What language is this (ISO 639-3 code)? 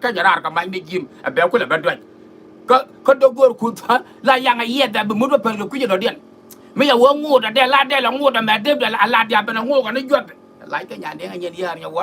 nus